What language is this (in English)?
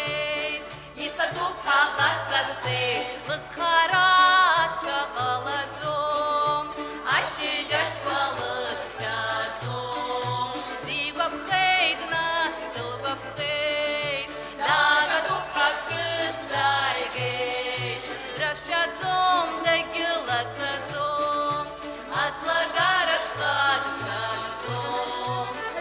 Abkhazian